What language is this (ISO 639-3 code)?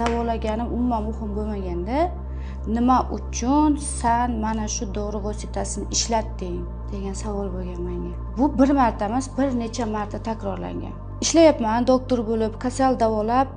uzb